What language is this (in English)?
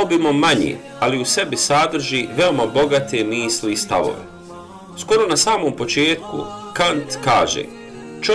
Bosnian